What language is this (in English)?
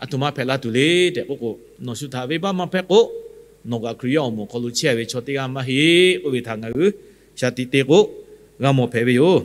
Lahu